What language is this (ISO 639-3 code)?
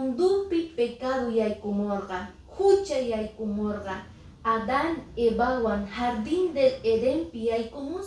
que